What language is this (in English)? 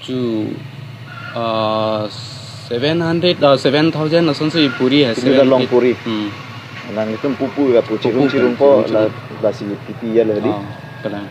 Karbi